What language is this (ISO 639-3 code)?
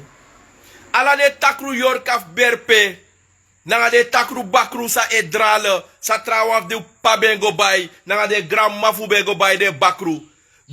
srn